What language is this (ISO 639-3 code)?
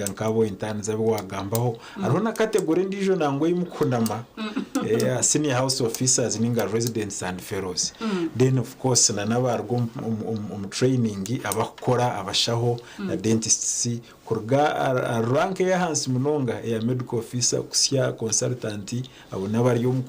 nyn